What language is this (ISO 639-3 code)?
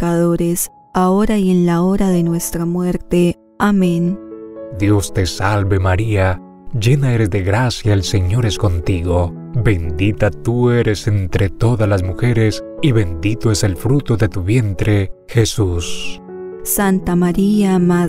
spa